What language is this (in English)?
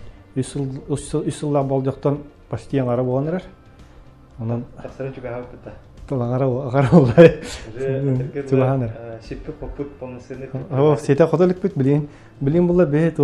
Yakut